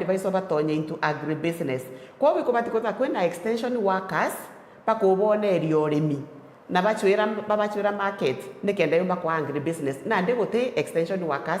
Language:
Meru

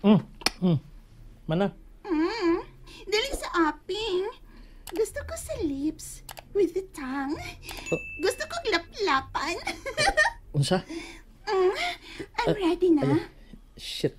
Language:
Cebuano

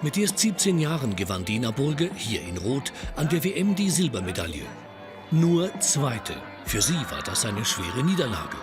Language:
Romansh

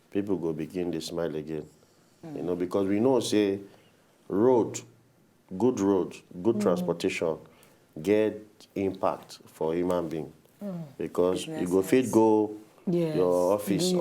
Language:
Nigerian Pidgin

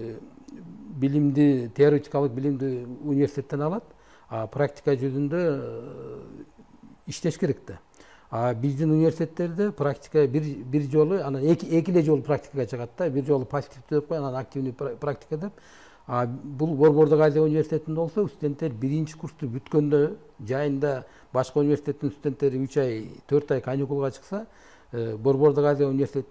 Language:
Kyrgyz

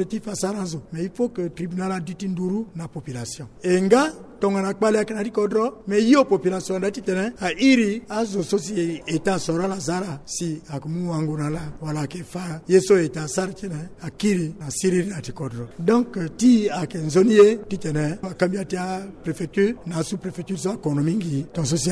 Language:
Sango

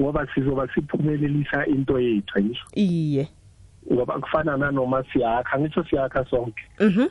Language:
South Ndebele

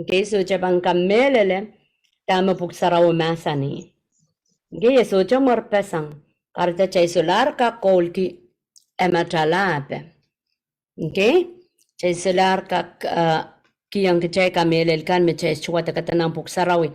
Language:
Pohnpeian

